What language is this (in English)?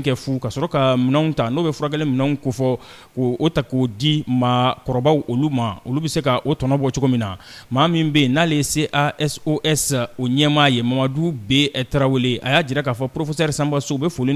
Bambara